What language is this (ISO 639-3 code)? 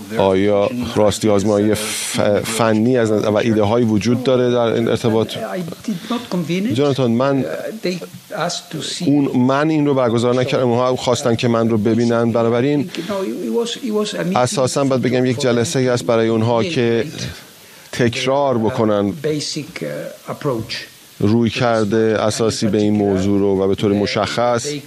fas